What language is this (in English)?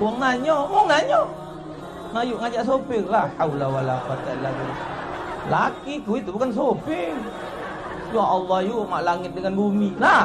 Musi